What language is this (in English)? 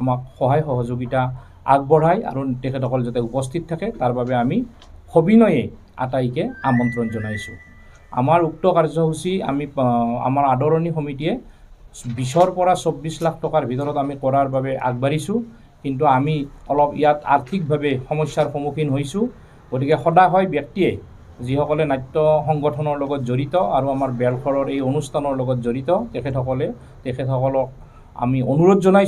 Assamese